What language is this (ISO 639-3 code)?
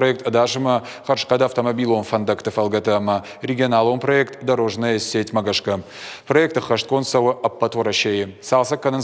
oss